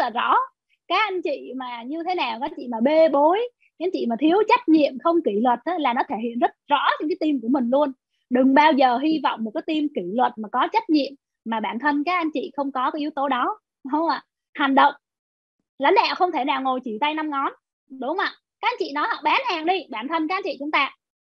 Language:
Vietnamese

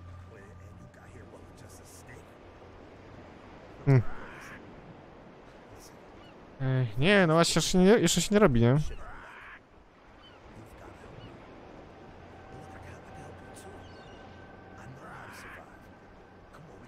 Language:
Polish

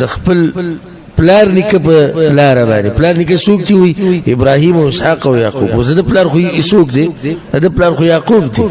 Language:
Pashto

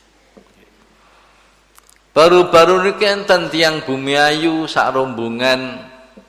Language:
Javanese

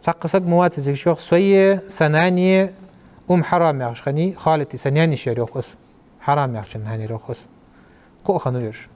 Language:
Ingush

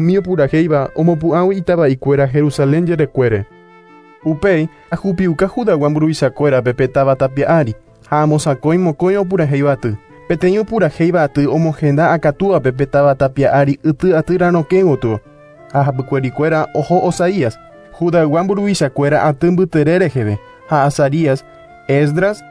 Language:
Guarani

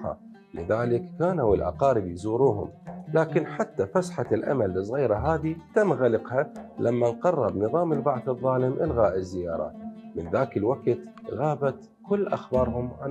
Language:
Mesopotamian Arabic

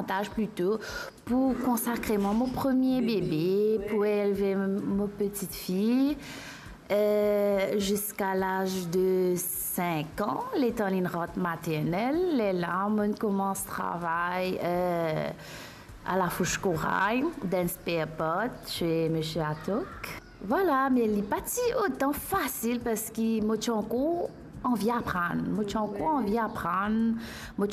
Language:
Morisyen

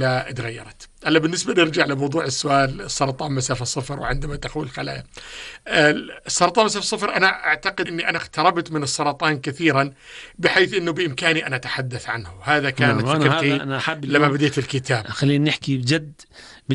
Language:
North Levantine Arabic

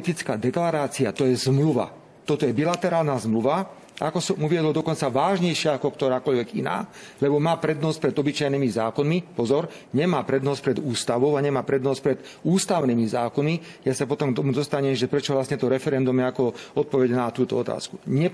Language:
Slovak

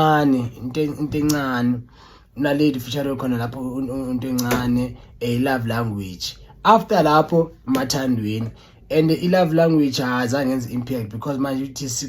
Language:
Zulu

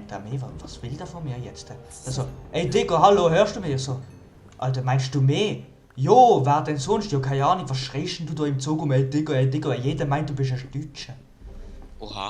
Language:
Swiss German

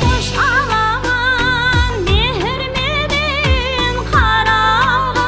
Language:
Kara-Kalpak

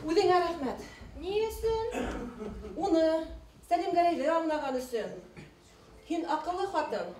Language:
Bashkir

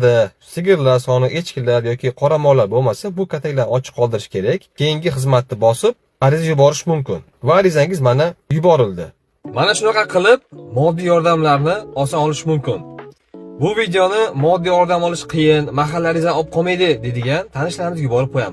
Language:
Uzbek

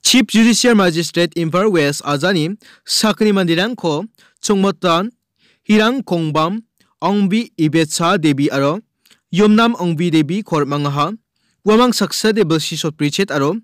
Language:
Garo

